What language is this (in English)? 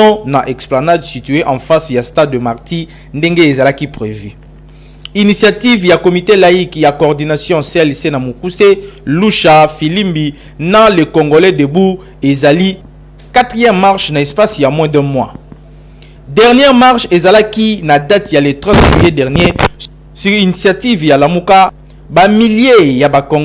Lingala